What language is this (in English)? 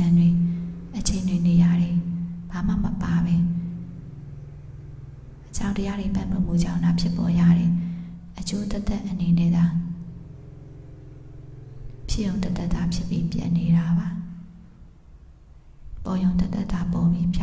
Burmese